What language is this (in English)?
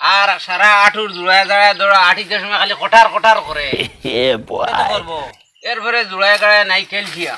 Sylheti